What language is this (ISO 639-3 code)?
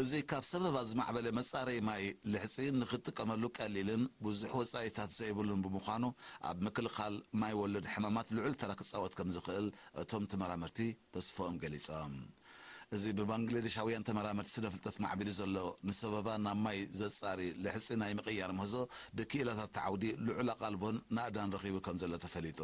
tir